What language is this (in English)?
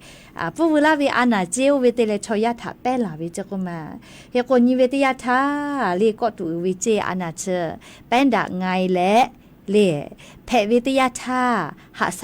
Lahu